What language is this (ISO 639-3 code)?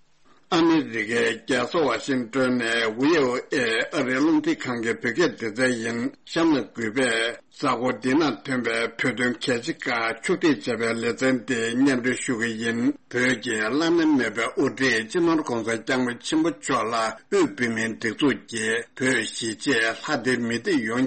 bod